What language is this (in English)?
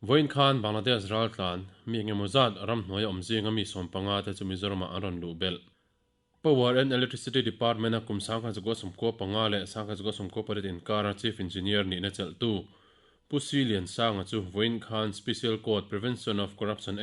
Mizo